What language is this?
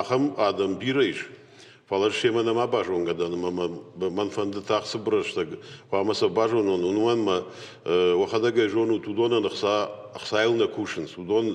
Ossetic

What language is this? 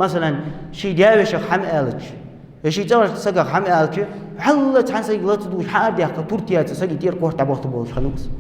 Ingush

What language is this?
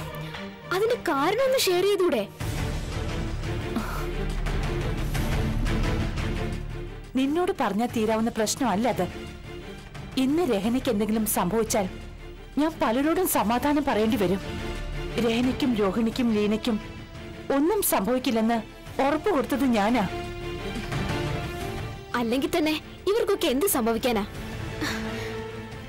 Malayalam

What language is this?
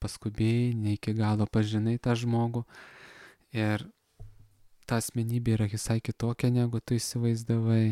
Lithuanian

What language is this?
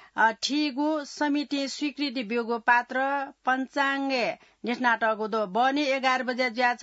Newari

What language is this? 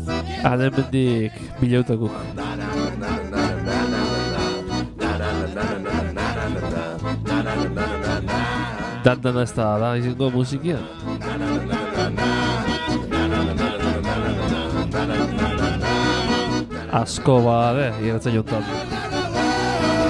Basque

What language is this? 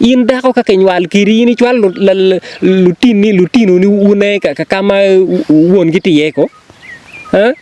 Acoli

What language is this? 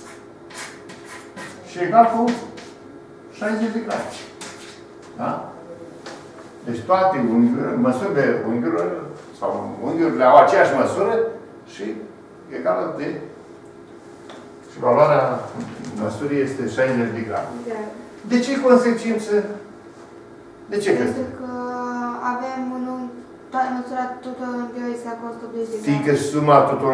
Romanian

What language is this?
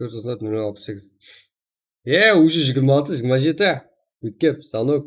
Kara-Kalpak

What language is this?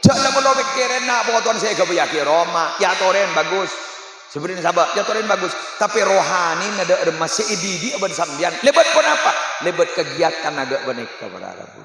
Madurese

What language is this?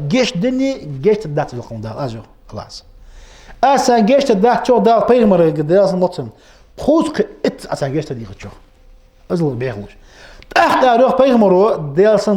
Ingush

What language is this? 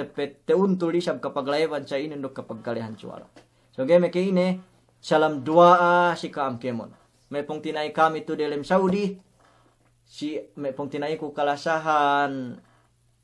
Yakan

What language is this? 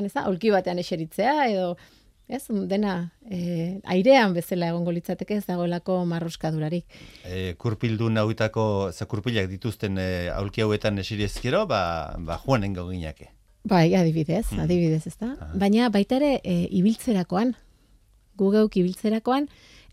Basque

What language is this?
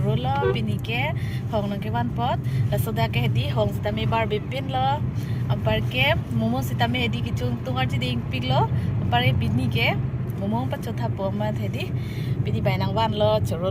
Karbi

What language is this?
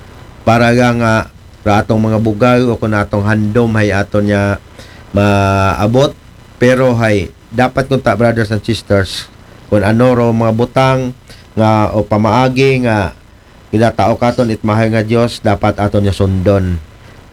Aklanon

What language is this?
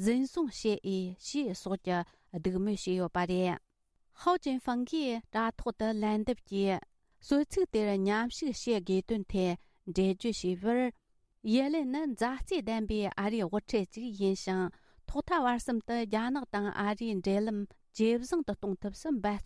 Tibetan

